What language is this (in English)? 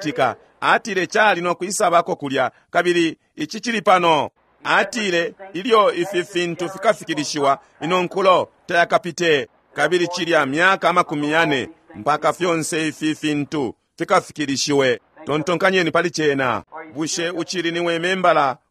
Bemba